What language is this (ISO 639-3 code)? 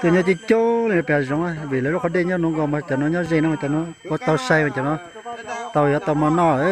hmn